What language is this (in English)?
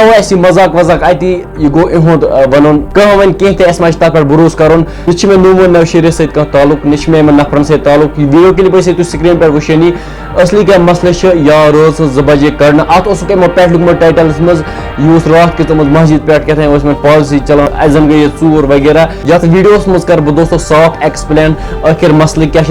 Kashmiri